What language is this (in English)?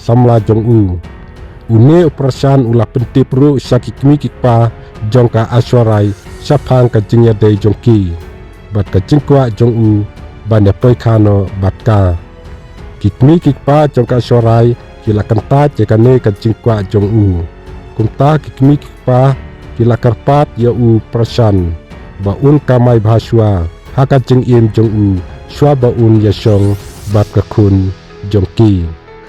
Khasi